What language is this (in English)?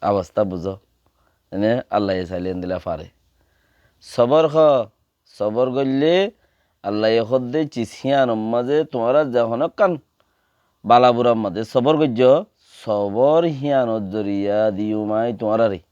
Rohingya